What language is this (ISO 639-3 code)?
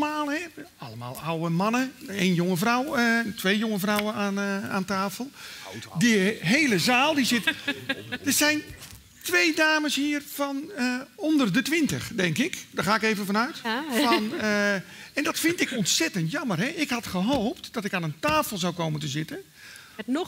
nld